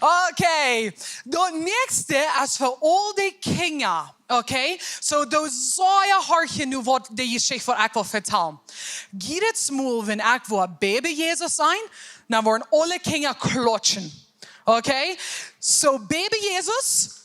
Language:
Plautdietsch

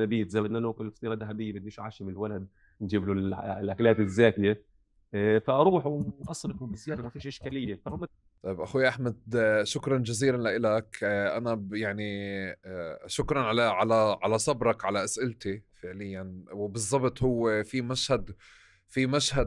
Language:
North Levantine Arabic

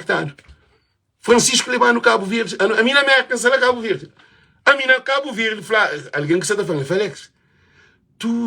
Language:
Kabuverdianu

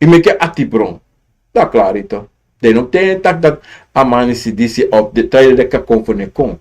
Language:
Sranan Tongo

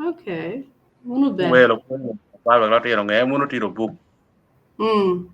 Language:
Acoli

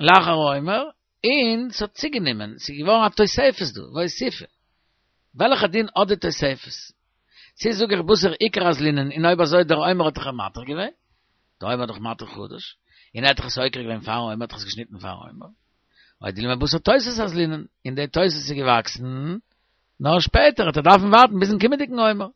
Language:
Yiddish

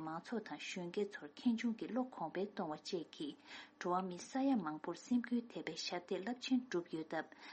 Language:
Tibetan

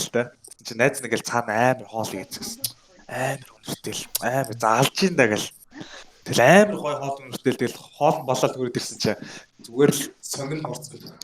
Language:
Mongolian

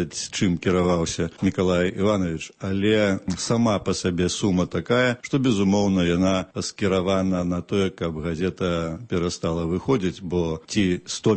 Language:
Belarusian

